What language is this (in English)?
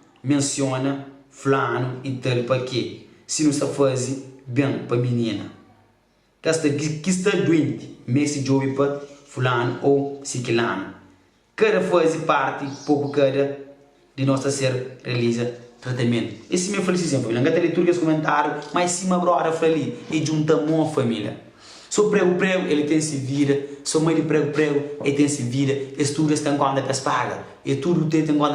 Kabuverdianu